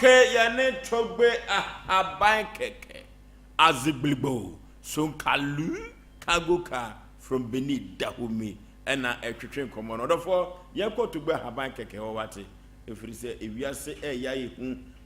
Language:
Akan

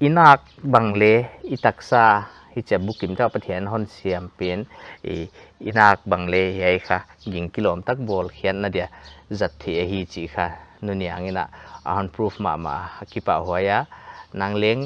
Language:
Paite Chin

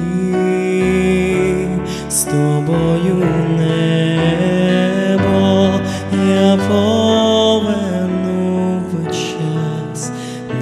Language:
Ukrainian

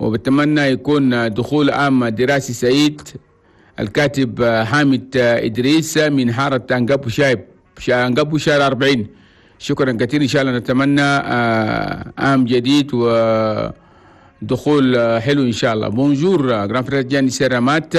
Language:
Chadian Arabic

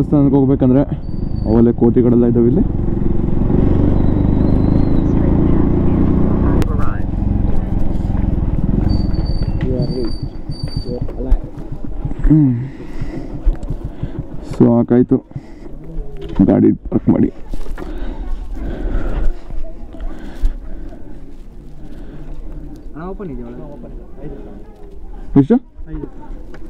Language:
Kannada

